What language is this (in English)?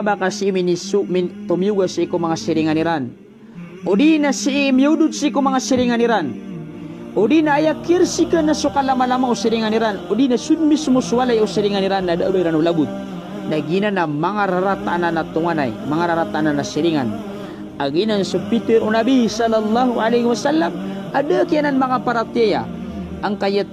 Maranao